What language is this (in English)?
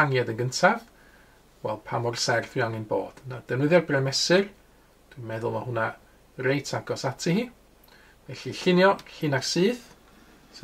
Welsh